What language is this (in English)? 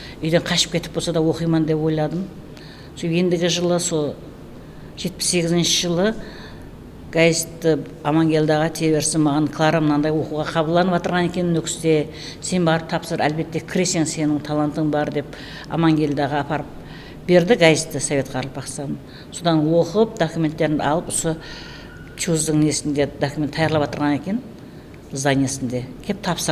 Kara-Kalpak